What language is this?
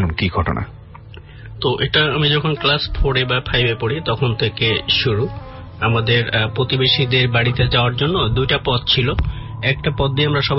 Bangla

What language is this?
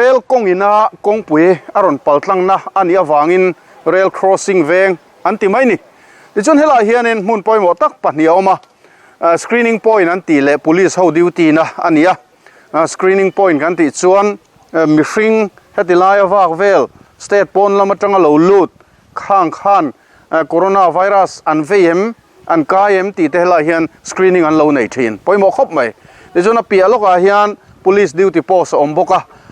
Mizo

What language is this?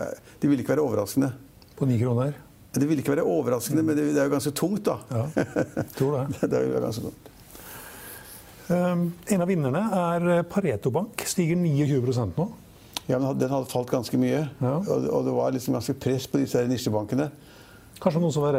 Norwegian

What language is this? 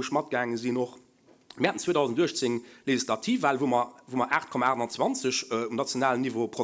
Luxembourgish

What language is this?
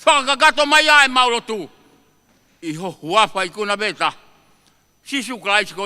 Tongan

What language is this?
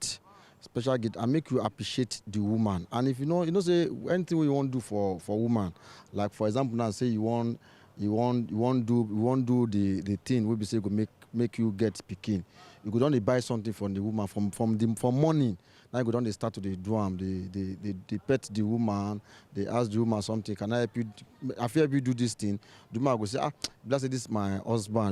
Nigerian Pidgin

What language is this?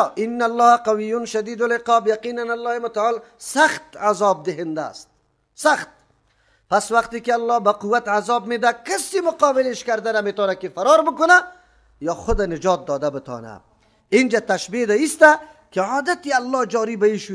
Persian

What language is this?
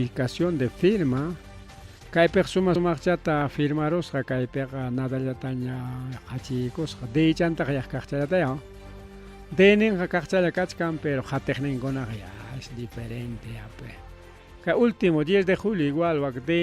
Ayacucho Quechua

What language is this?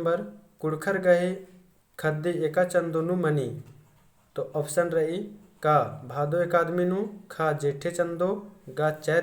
Kurukh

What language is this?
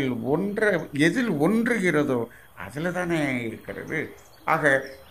Tamil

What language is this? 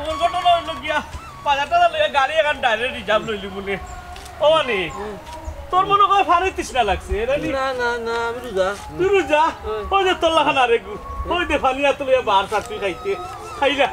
Sylheti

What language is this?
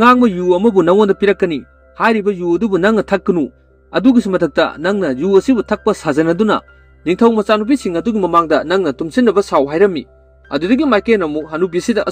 Manipuri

